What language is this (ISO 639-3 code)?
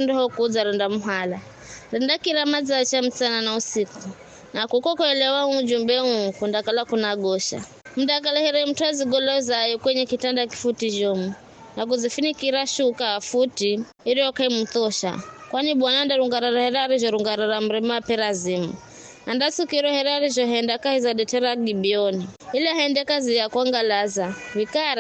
nyf